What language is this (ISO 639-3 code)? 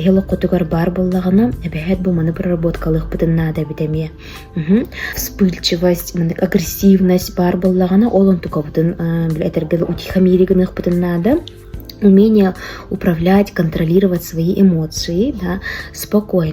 sah